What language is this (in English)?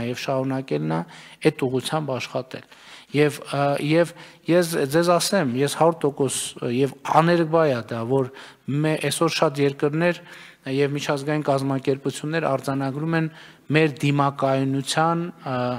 Armenian